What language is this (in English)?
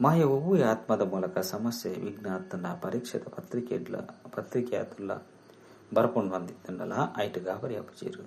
Tulu